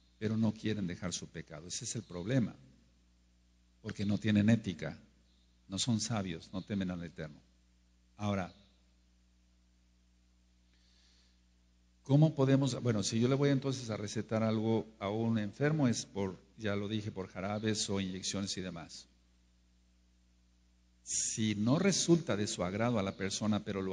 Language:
Spanish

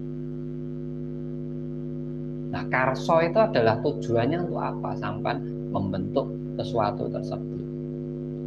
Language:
Indonesian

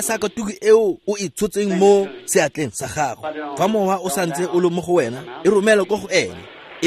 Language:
Tswana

